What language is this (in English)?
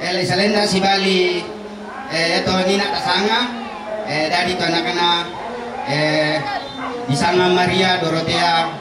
Toraja-Sa'dan